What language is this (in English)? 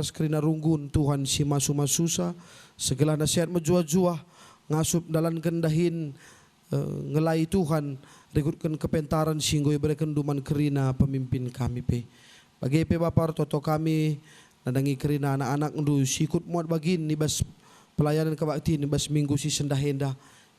Batak Karo